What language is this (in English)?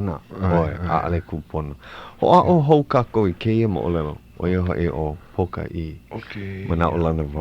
Hawaiian